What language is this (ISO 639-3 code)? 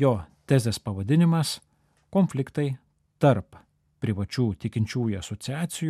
lit